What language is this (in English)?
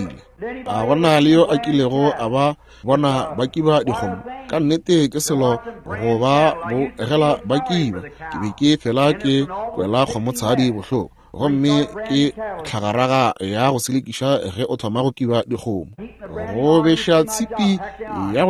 Northern Sotho